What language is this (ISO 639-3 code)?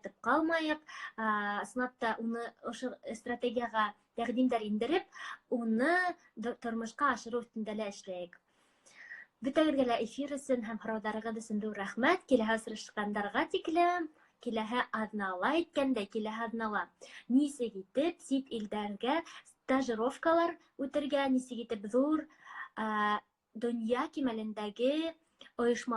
bak